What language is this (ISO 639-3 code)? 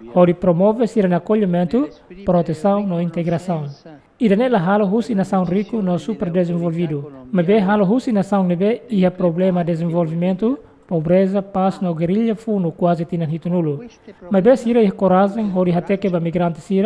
tet